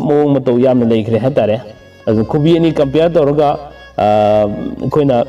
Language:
Manipuri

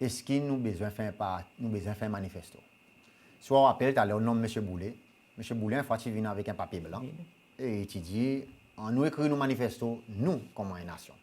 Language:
Seselwa Creole French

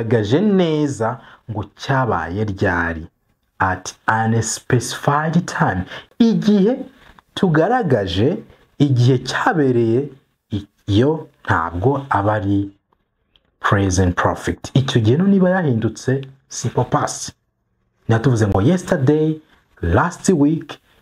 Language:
Kinyarwanda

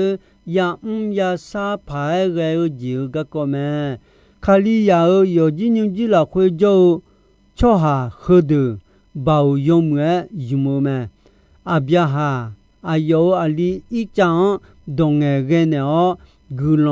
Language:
Akha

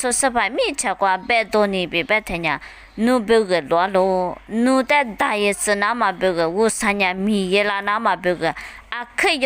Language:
Lisu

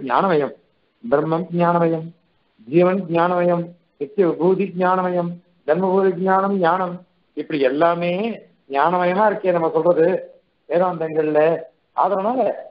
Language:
Tamil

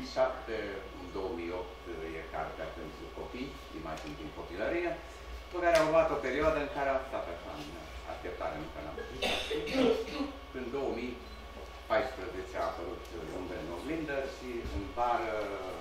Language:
Romanian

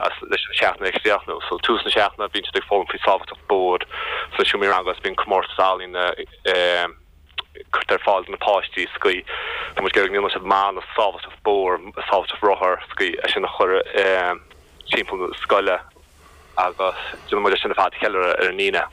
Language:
Irish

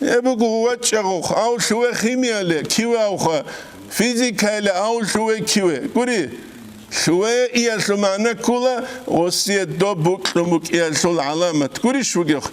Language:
Avaric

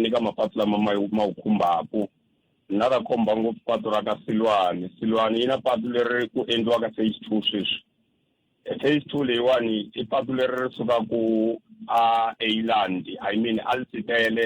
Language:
Tsonga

